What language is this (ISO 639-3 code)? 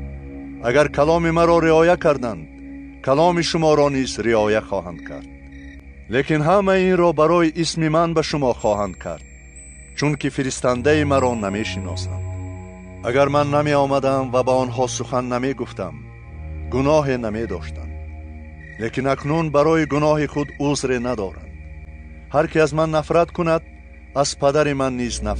tgk